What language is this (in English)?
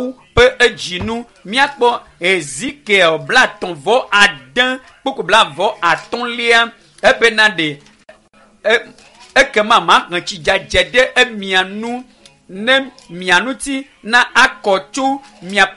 Ewe